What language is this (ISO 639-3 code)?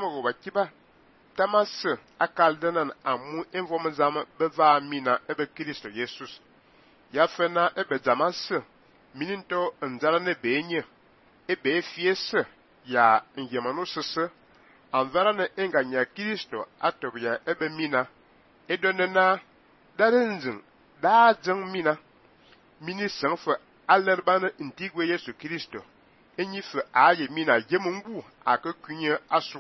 fan